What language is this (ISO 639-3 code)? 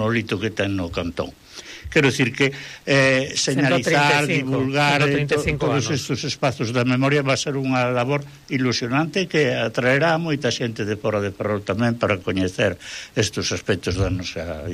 glg